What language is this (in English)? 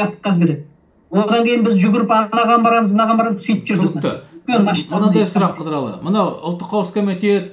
Kazakh